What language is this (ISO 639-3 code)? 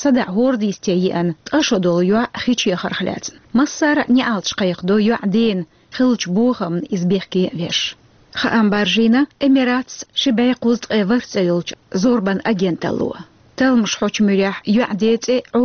che